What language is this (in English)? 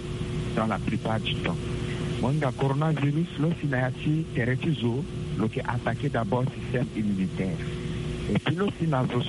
Sango